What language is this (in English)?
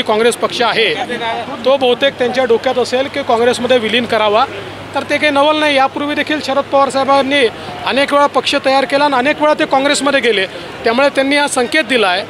Marathi